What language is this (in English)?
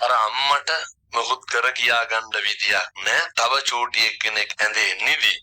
Sinhala